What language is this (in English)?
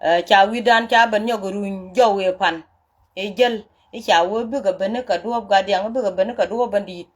Nuer